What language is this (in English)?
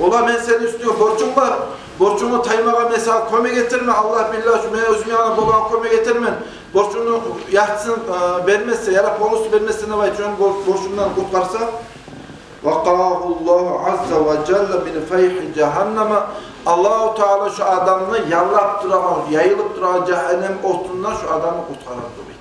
Kumyk